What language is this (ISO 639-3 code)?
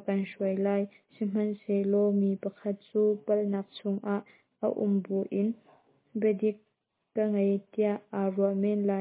cnh